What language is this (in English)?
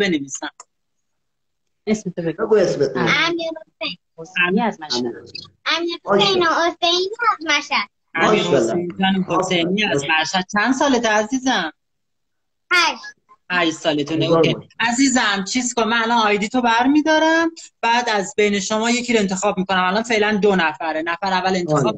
Persian